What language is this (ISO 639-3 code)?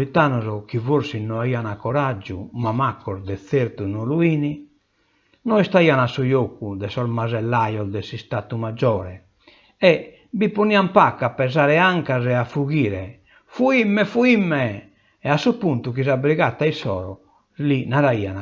srd